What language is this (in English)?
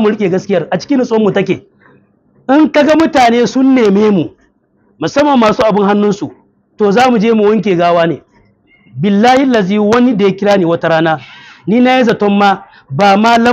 Hausa